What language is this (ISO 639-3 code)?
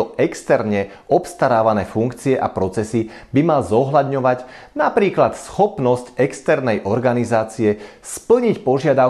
slk